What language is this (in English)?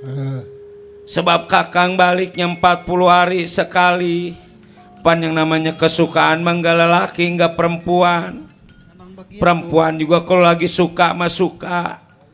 Betawi